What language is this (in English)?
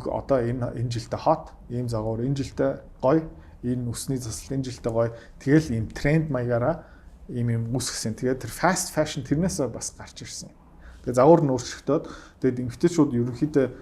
Mongolian